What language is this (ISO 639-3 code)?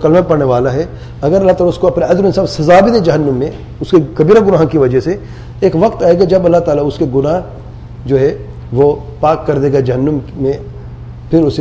urd